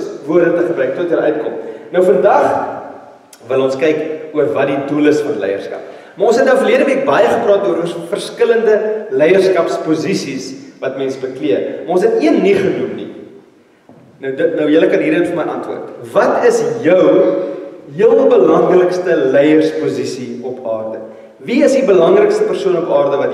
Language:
Afrikaans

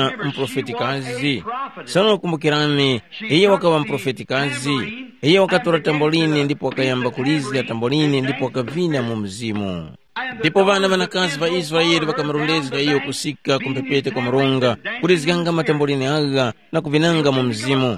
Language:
Tumbuka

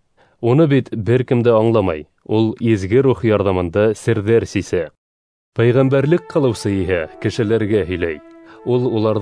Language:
Bashkir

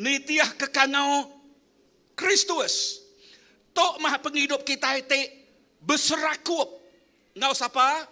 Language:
Iban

